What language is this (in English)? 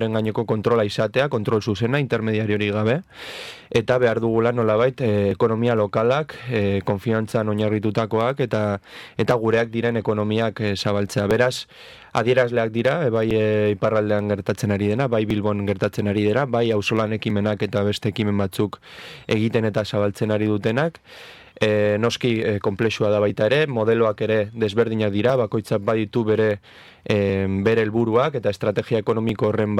Basque